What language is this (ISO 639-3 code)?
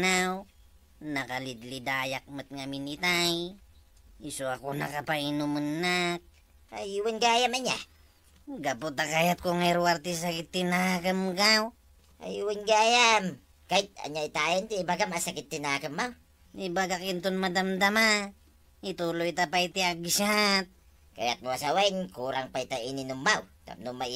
ilo